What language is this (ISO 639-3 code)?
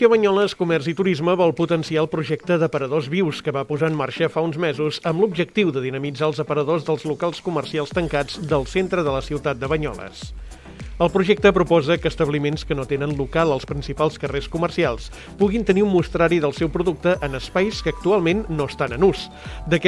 cat